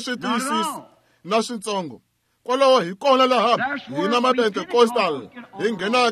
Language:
Tsonga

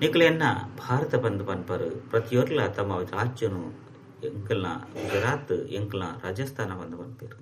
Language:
Tulu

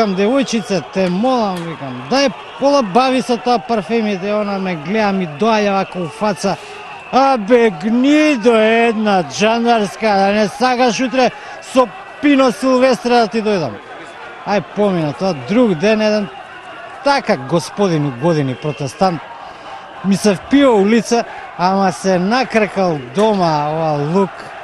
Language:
Macedonian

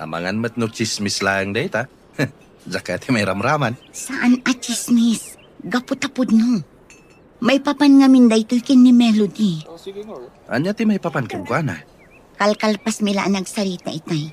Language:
Iloko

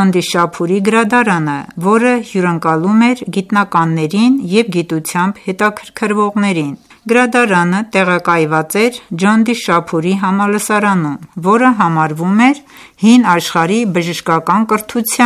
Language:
Armenian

